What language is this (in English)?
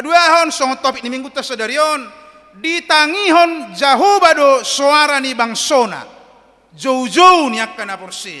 Batak Toba